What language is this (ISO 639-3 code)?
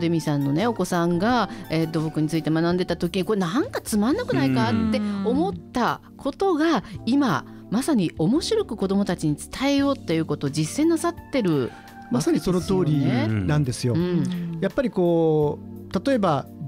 jpn